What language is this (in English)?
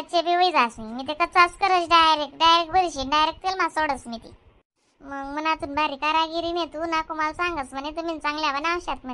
Khandesi